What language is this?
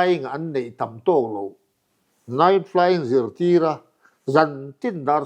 Mizo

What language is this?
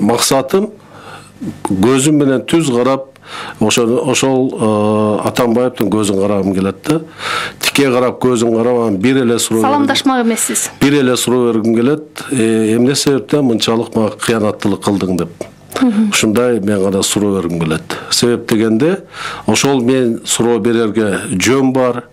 Kyrgyz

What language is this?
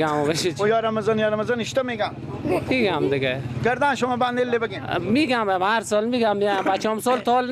Persian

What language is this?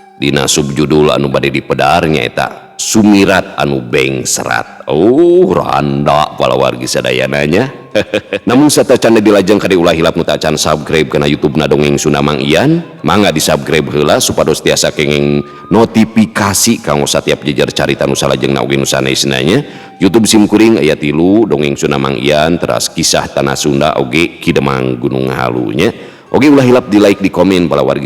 Sundanese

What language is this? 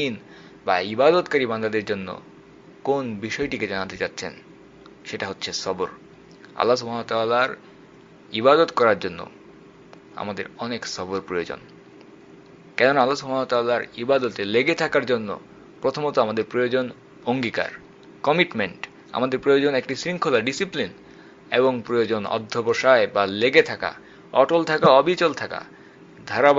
Bangla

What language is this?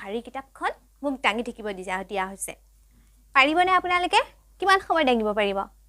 Assamese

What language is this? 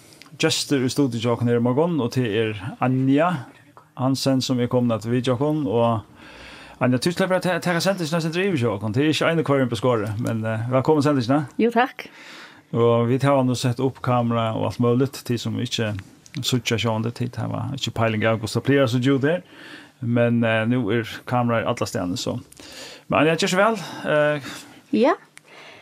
Faroese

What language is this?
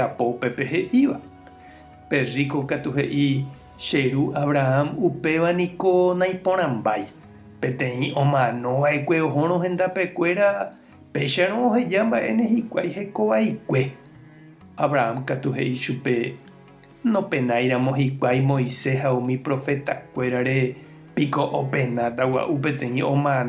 Guarani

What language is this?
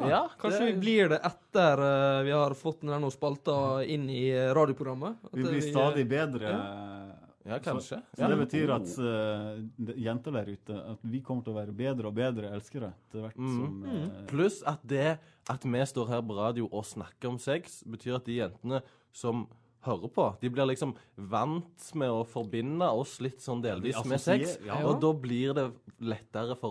Norwegian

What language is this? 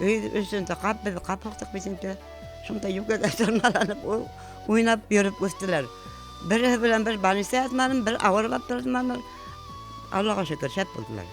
Bashkir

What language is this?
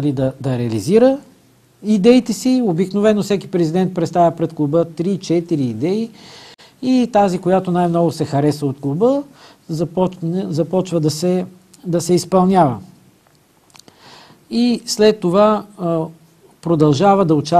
Bulgarian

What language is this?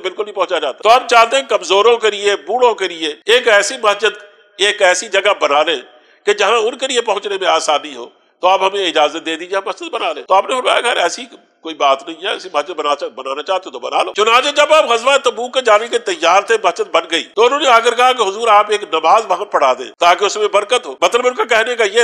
Urdu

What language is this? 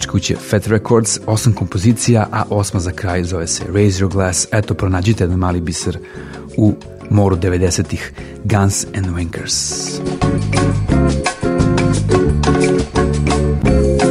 Serbian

